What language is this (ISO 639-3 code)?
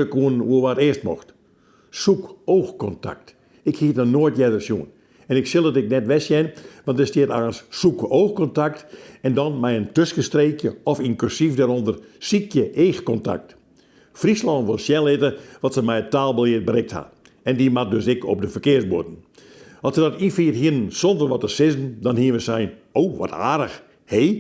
fry